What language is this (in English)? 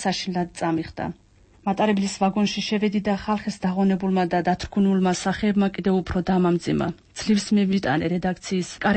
Georgian